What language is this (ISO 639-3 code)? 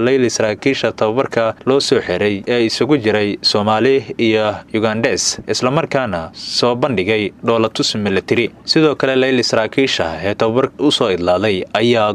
som